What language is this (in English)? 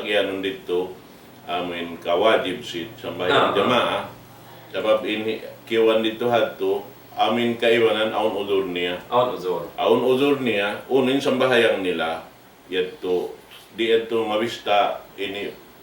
Tausug